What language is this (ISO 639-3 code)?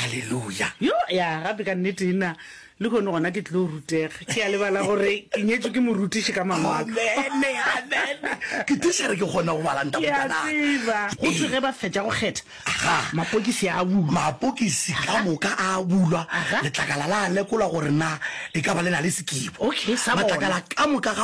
nso